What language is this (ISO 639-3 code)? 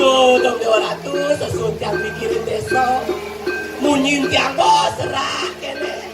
ban